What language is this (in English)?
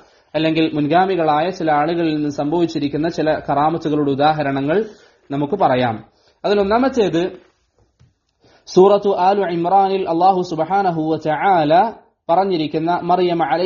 Malayalam